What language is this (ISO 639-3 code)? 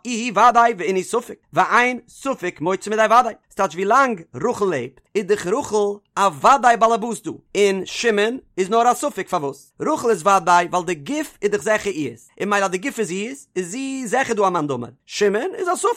yid